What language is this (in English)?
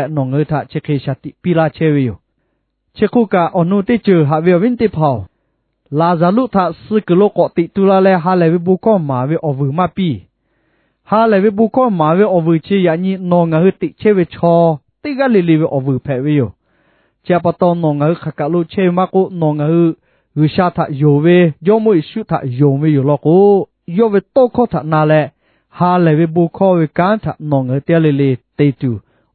Lahu